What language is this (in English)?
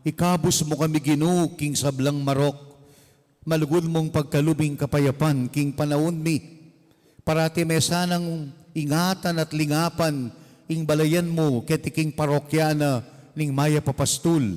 Pampanga